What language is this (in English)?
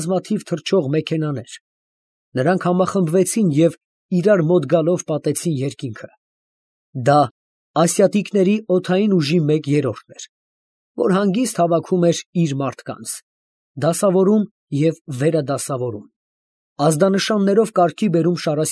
Armenian